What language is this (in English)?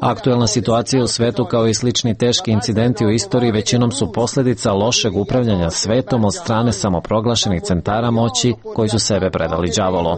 Serbian